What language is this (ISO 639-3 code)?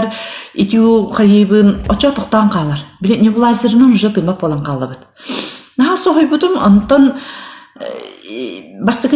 sah